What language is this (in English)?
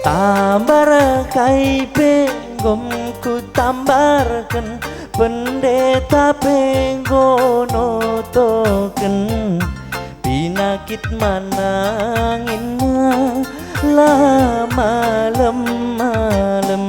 Batak Karo